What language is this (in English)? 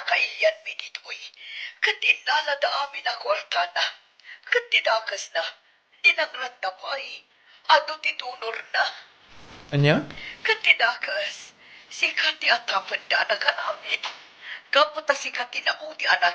Iloko